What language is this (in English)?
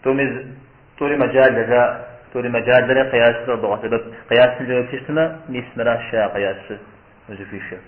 Kabardian